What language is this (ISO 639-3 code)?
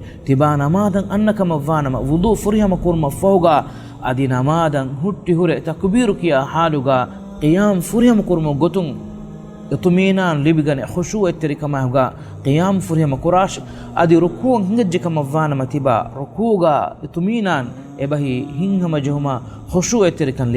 div